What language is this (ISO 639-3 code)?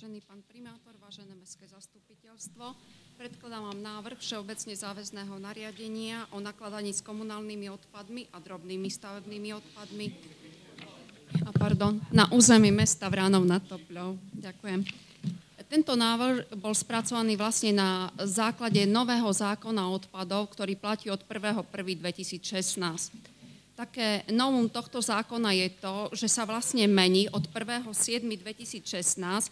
slk